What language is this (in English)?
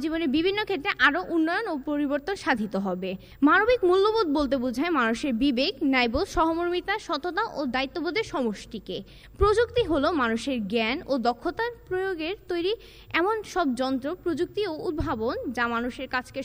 Bangla